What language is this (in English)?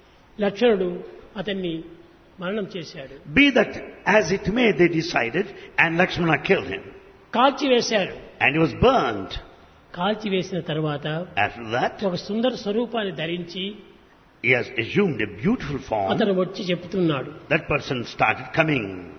Telugu